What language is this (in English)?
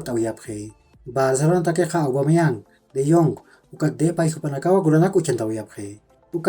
Aymara